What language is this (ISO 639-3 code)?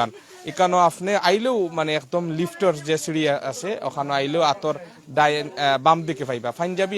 syl